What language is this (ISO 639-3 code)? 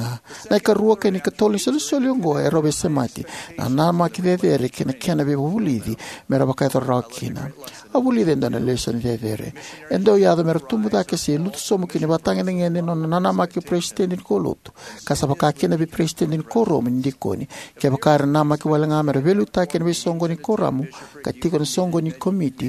fij